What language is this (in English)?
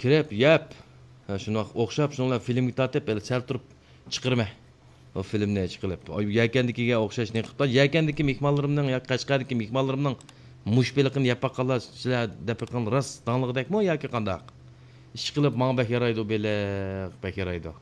Uyghur